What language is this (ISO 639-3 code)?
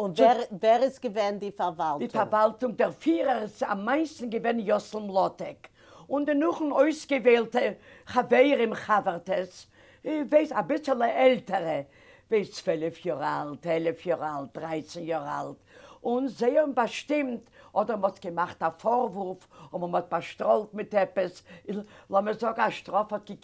yid